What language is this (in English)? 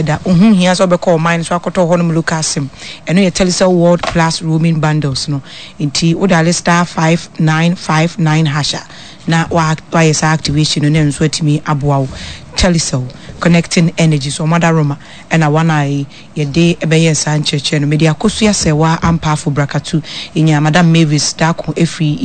Akan